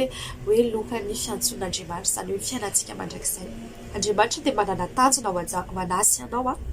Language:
Malagasy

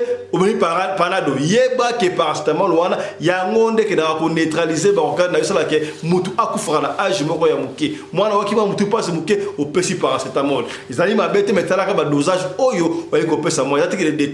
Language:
Lingala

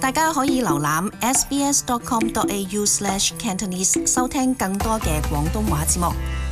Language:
Cantonese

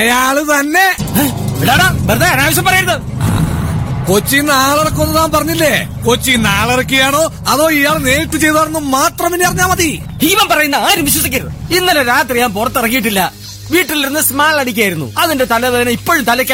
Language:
Malayalam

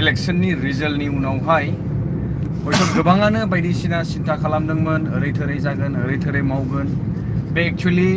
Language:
Bodo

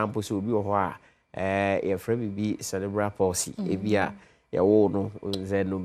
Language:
Akan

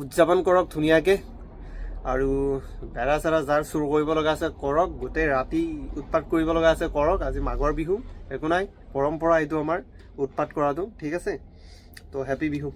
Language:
Assamese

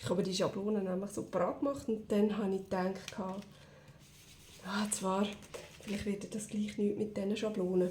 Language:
Swiss German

